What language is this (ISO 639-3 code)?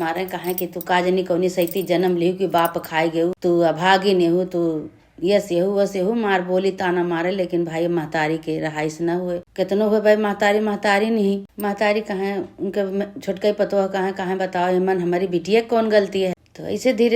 awa